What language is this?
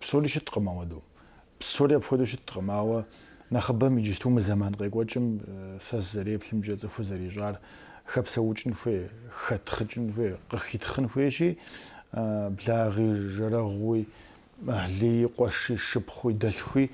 Kabardian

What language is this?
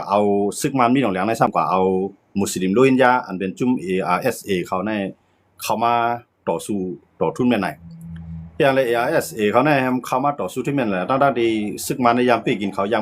Shan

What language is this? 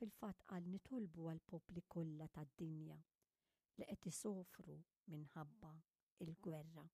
Maltese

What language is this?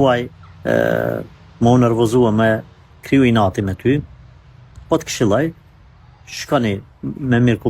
Albanian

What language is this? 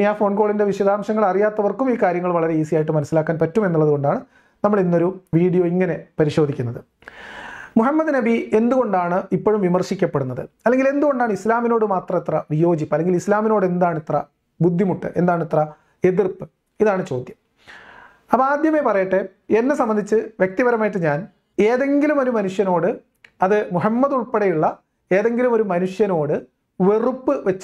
Malayalam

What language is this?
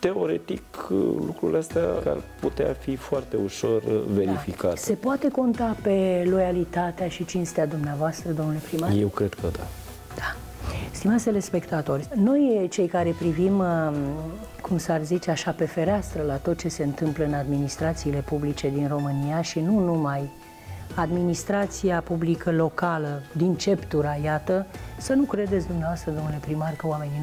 Romanian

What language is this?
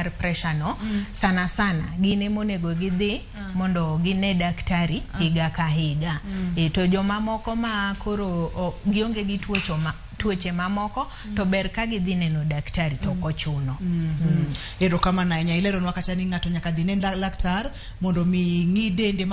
Luo (Kenya and Tanzania)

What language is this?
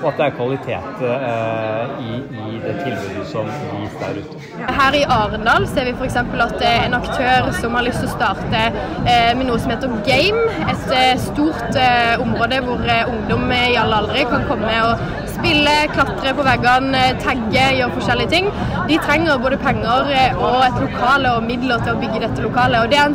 Norwegian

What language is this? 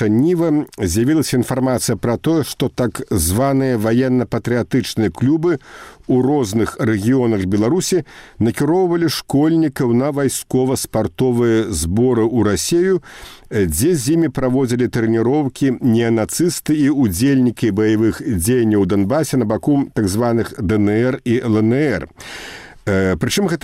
Belarusian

